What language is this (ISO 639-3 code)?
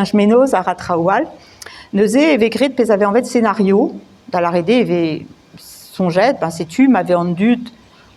bre